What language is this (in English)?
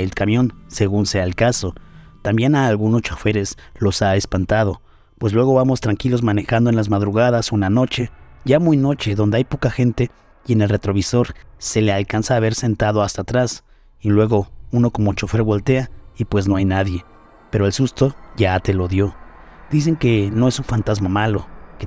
Spanish